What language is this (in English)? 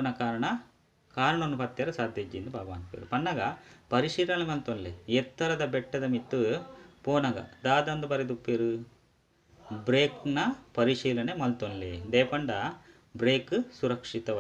Tulu